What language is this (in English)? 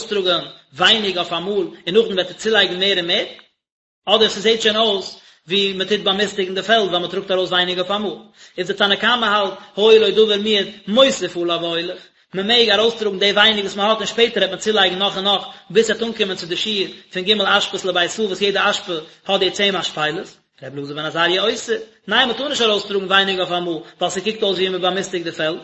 Yiddish